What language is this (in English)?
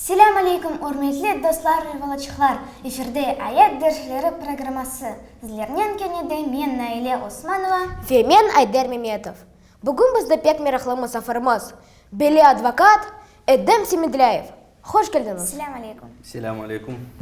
Crimean Tatar